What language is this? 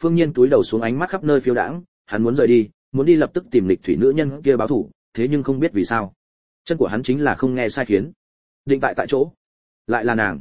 Vietnamese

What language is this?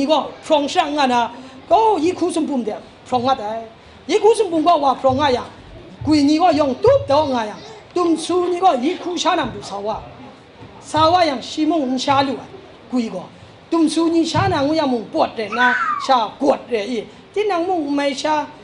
Kachin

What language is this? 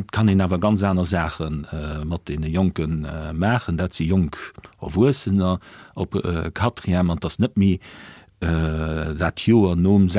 Luxembourgish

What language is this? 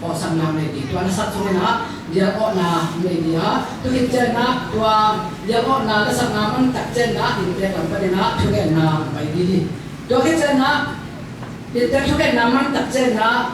Tedim Chin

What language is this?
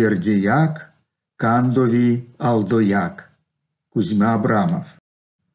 Erzya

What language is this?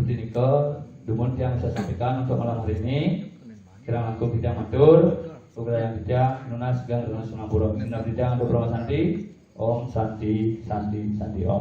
Balinese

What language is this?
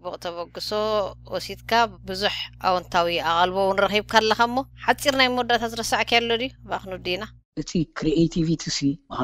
Tigrinya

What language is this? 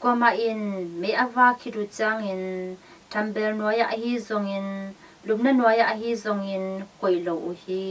Tedim Chin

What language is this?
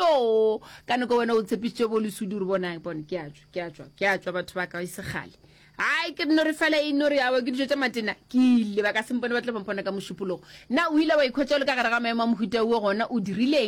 Northern Sotho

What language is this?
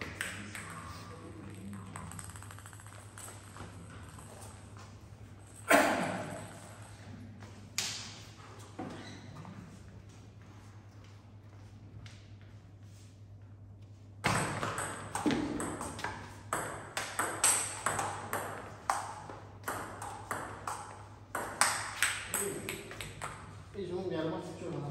Romanian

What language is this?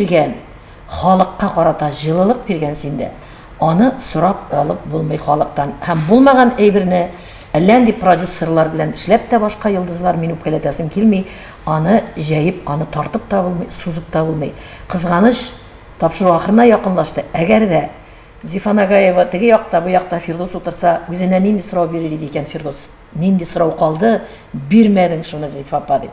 Tatar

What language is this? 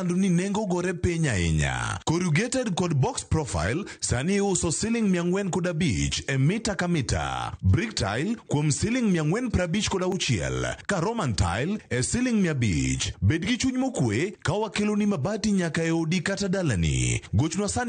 Luo (Kenya and Tanzania)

